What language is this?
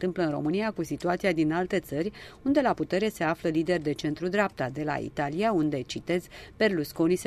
Romanian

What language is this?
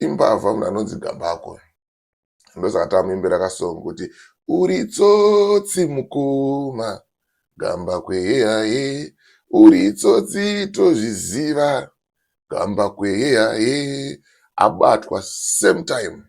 Shona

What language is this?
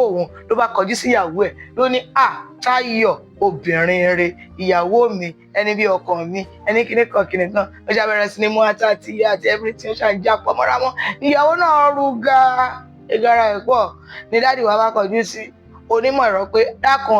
Yoruba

